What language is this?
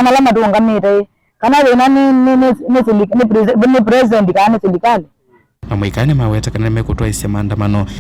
Kamba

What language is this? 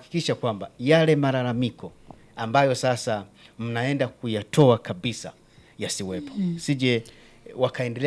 Swahili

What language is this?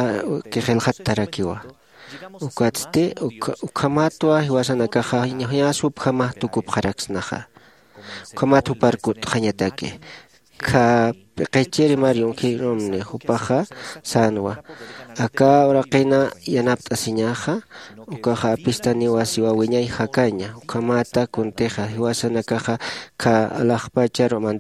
Aymara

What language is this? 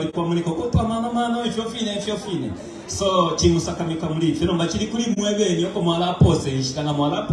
Bemba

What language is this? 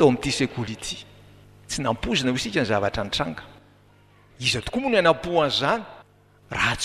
Malagasy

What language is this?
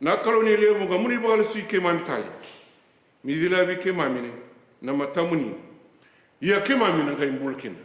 Fijian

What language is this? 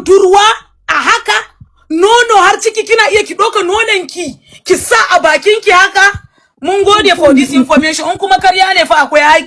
Hausa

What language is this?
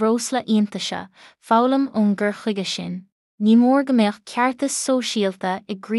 Irish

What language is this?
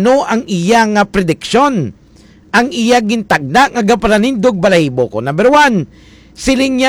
Hiligaynon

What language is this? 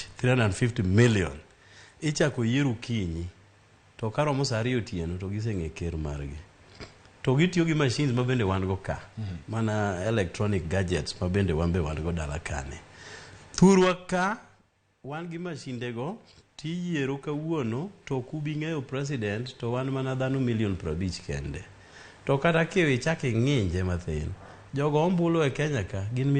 Luo (Kenya and Tanzania)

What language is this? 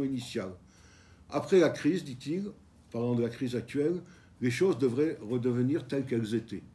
French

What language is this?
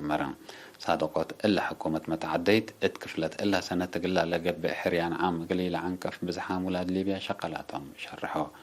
Tigre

